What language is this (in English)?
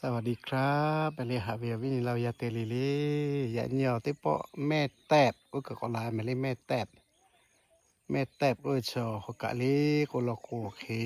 Lahu